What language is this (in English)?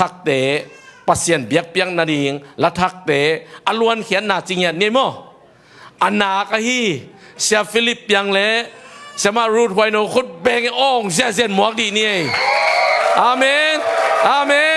Tedim Chin